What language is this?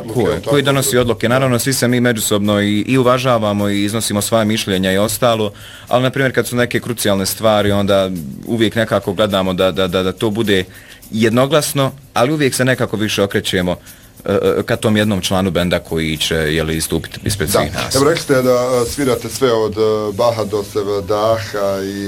Bosnian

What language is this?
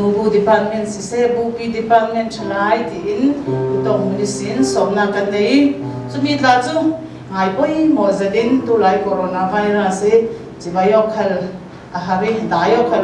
Hakha Chin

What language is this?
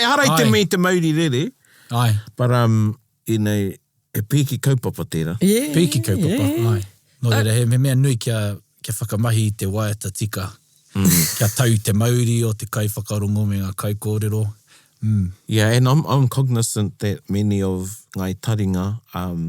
Māori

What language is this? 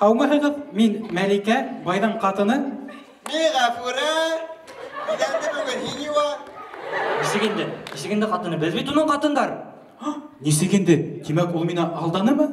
Bashkir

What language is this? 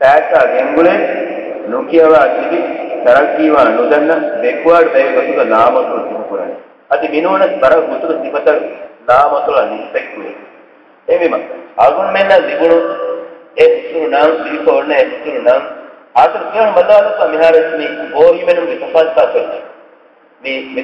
Divehi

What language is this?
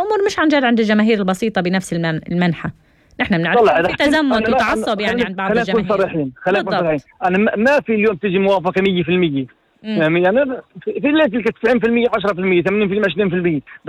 North Levantine Arabic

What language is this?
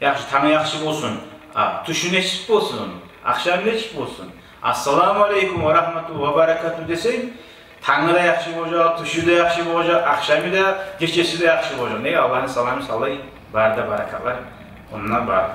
Kumyk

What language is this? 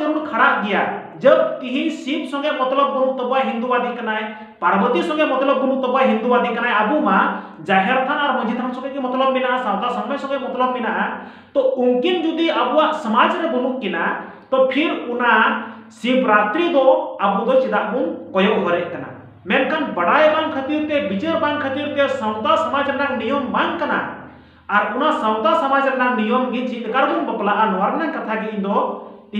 Santali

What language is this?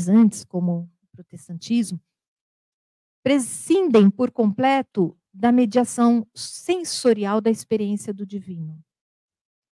Portuguese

